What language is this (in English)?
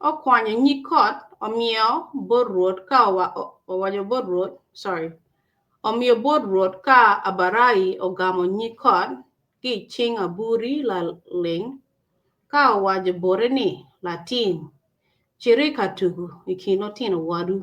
Acoli